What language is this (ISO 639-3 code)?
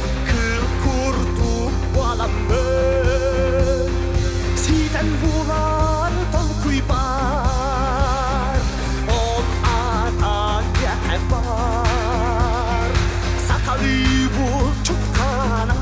sah